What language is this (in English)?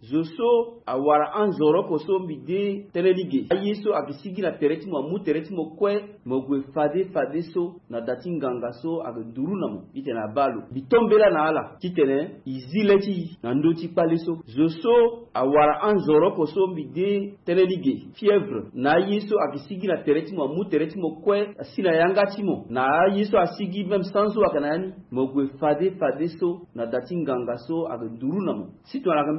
Sango